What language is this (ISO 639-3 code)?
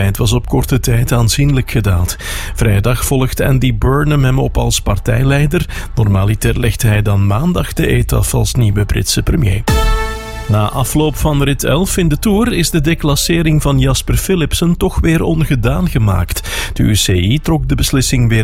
nld